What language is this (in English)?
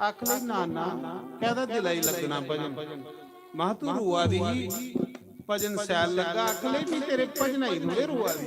Dogri